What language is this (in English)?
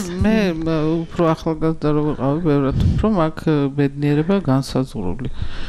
Georgian